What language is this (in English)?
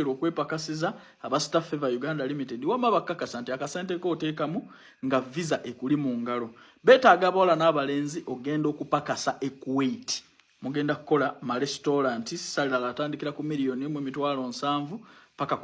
Ganda